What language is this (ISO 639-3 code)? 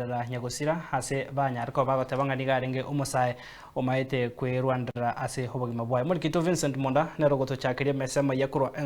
guz